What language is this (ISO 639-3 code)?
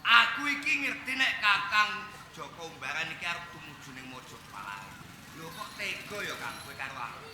jav